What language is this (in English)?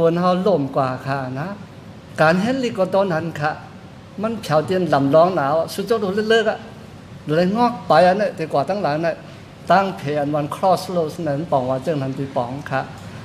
Shan